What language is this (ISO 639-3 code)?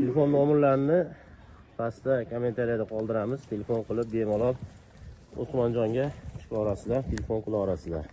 uzb